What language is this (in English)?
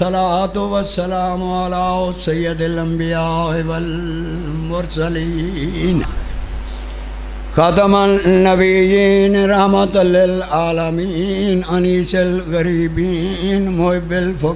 Urdu